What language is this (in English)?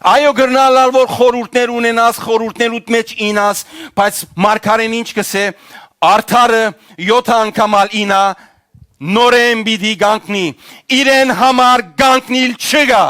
Western Armenian